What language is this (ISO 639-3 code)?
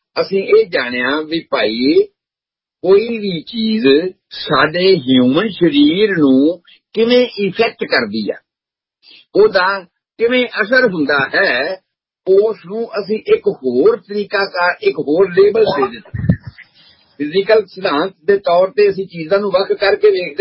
pan